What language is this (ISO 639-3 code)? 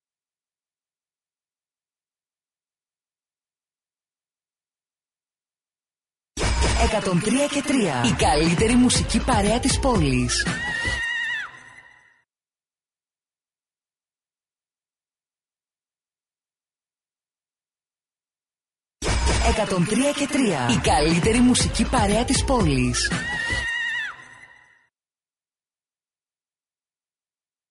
ell